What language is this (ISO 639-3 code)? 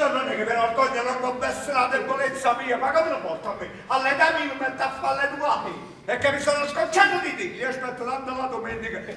nap